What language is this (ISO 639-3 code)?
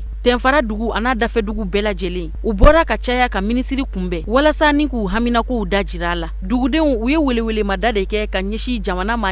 bam